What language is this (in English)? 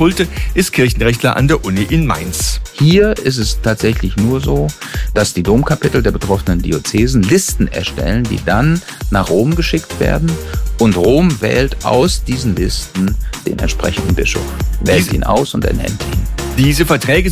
German